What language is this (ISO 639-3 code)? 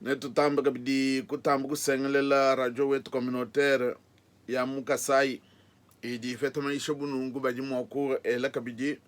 lua